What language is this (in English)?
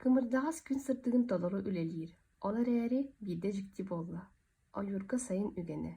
Yakut